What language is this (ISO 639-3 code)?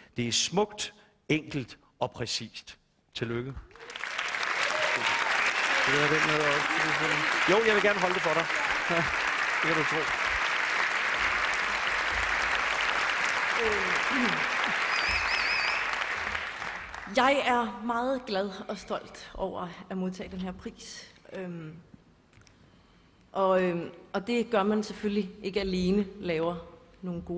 dan